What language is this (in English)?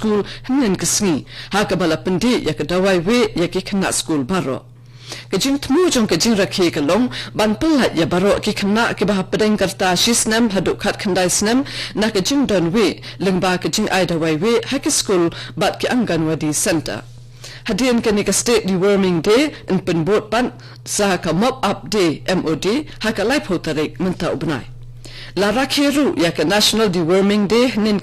Khasi